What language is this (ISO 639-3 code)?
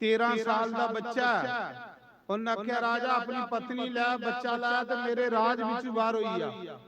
doi